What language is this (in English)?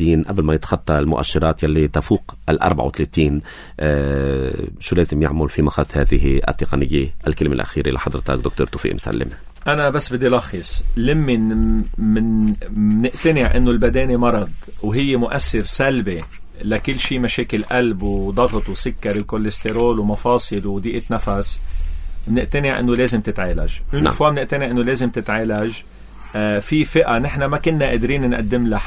North Levantine Arabic